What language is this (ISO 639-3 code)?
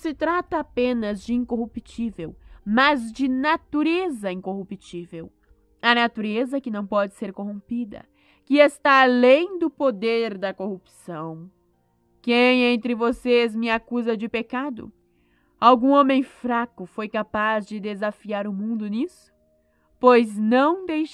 por